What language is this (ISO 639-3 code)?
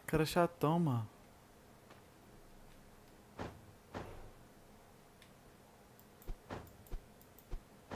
por